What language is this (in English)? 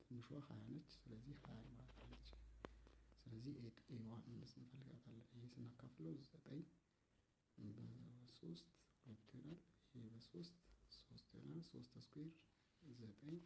Amharic